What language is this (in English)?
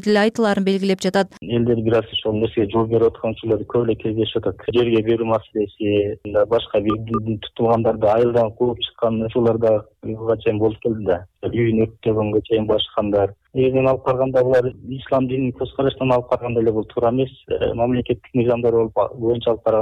Kyrgyz